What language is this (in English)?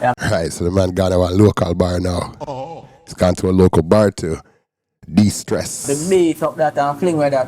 Jamaican Creole English